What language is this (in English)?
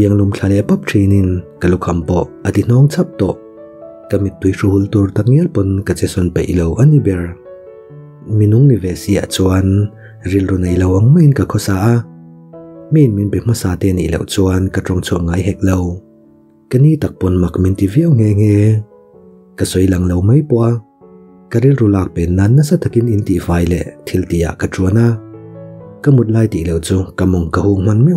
Mizo